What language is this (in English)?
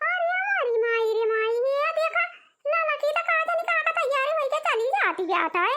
Awadhi